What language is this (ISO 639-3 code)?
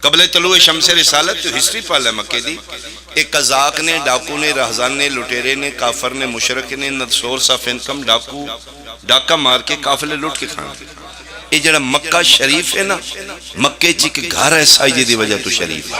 phr